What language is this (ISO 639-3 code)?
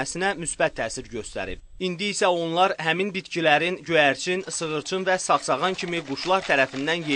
aze